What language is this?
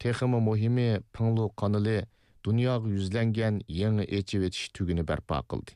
Uyghur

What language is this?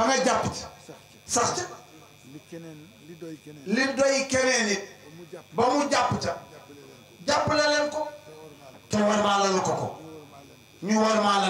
Wolof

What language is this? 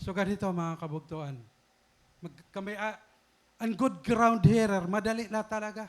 Waray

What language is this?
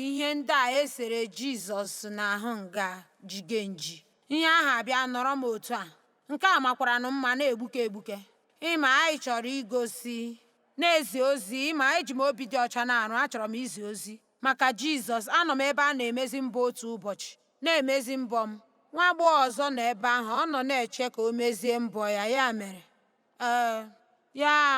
Igbo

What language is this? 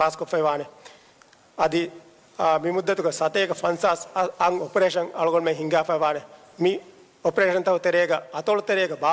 Divehi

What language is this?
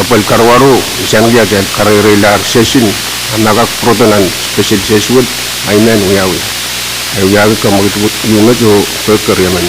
Pohnpeian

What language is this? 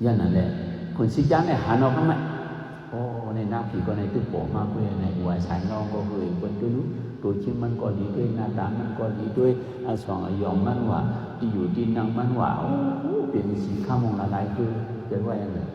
Shan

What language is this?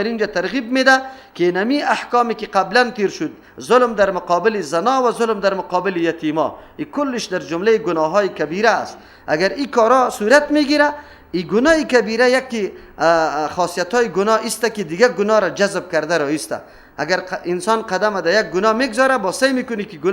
Persian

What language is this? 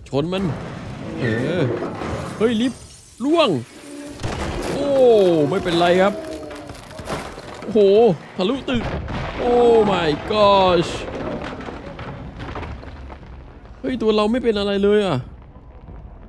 Thai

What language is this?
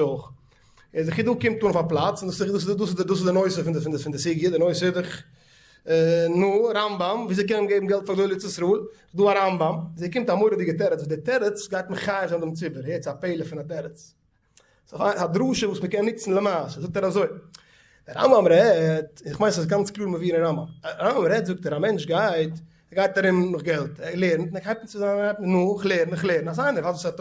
Yiddish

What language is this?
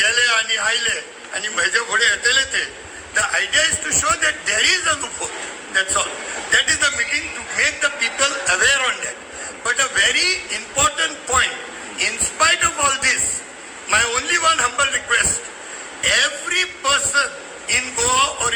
Konkani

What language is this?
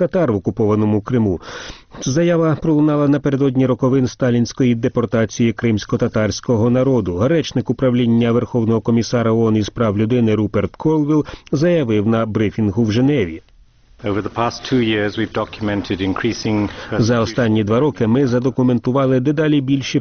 Ukrainian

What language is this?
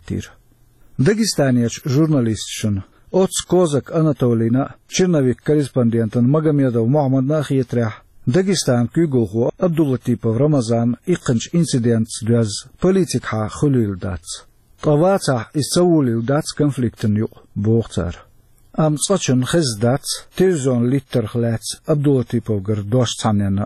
Chechen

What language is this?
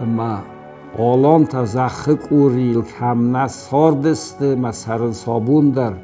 Ossetic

